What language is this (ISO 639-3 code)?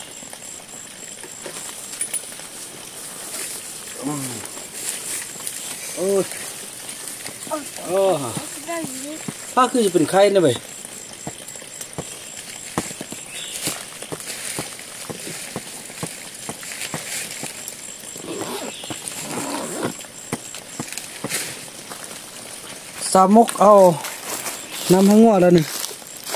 tha